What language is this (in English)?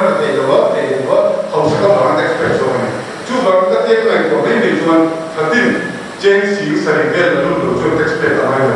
Mizo